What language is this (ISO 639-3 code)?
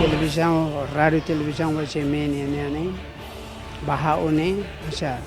tet